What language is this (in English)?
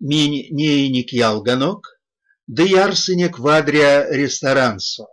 Erzya